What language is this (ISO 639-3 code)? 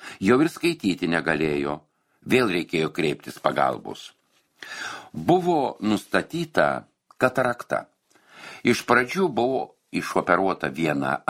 lit